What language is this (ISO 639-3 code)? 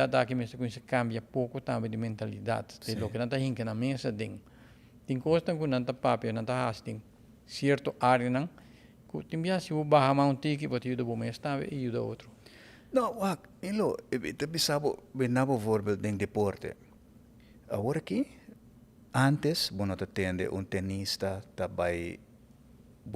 pap